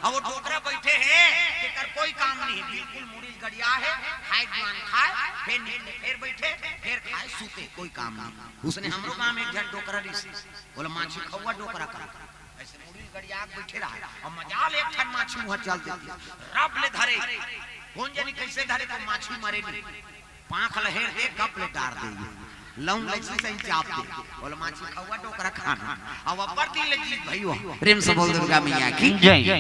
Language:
Chhattisgarhi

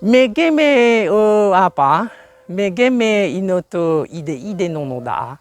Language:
Nias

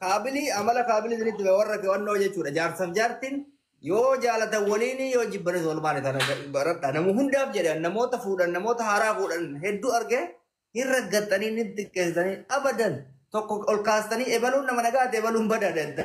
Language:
Oromo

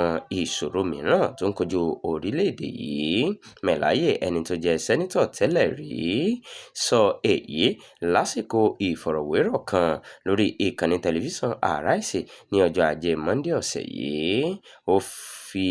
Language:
Yoruba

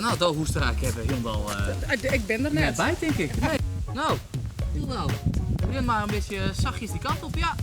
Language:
Western Frisian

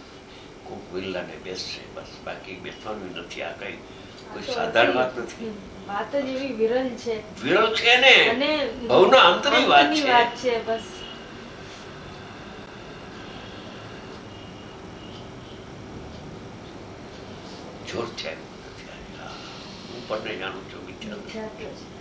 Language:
Gujarati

